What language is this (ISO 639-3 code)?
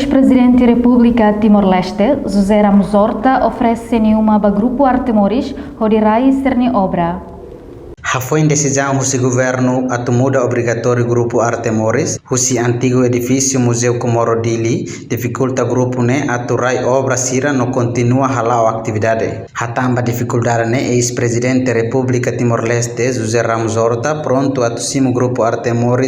tet